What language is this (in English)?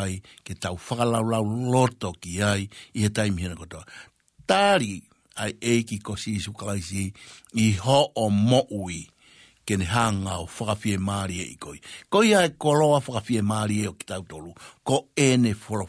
Tongan